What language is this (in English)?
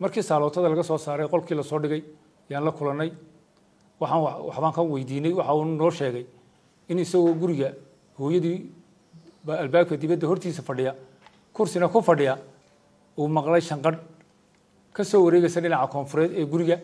Somali